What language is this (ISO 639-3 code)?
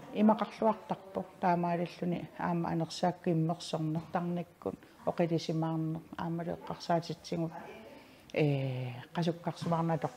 kal